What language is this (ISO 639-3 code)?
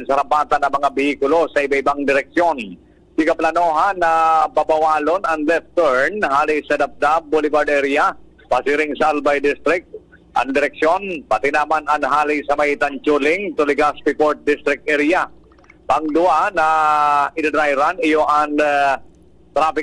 bik